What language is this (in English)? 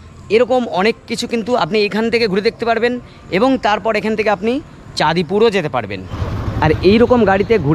Bangla